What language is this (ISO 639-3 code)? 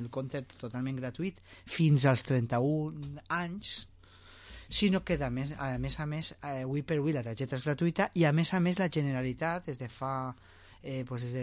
cat